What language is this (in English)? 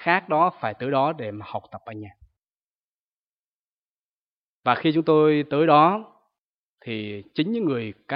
Vietnamese